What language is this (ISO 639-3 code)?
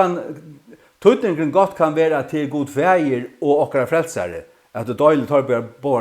fao